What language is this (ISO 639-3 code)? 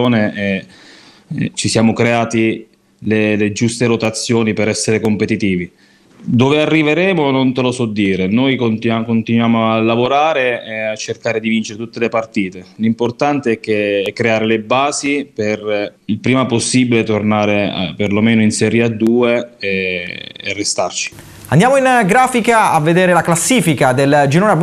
ita